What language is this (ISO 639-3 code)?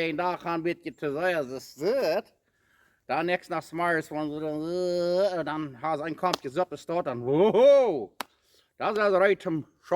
pdt